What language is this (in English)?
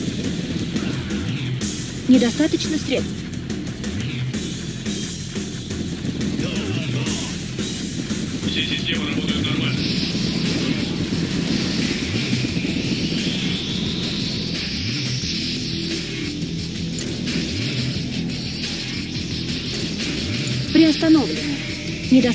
Russian